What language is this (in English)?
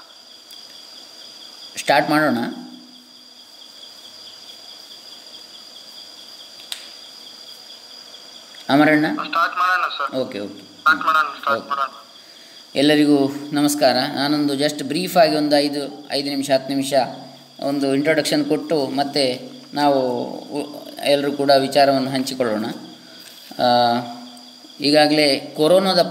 Kannada